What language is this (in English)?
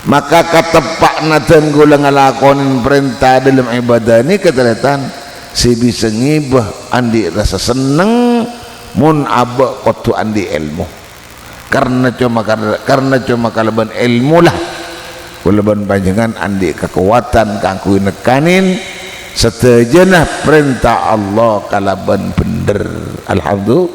Madurese